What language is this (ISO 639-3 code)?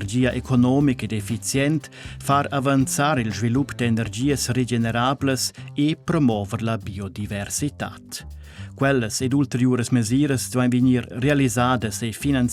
roh